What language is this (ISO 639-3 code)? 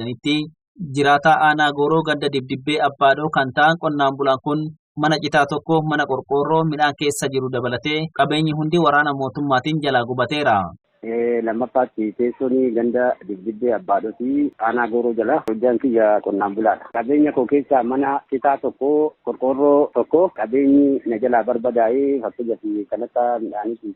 orm